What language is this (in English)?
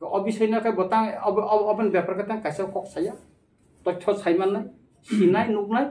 Kok Borok